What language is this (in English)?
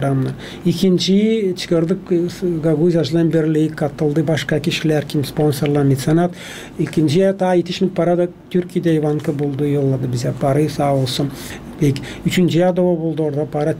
Gagauz